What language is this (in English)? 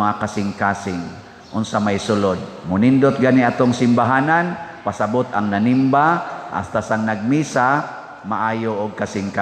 Cebuano